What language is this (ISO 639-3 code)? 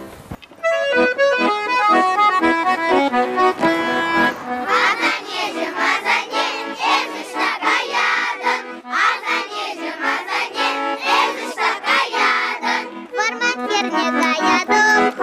chv